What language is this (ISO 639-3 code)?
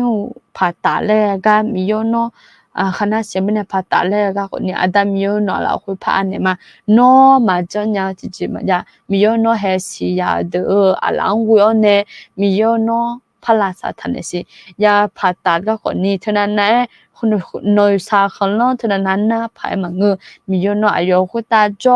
ahk